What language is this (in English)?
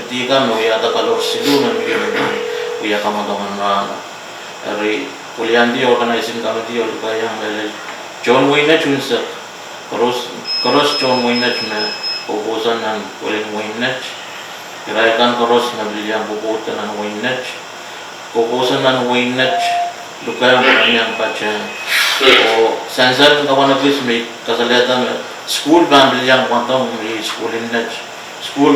Pohnpeian